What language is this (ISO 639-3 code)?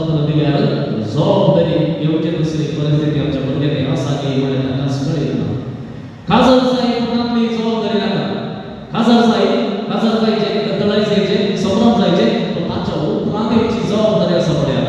kok